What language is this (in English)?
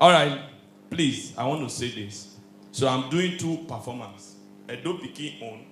Nigerian Pidgin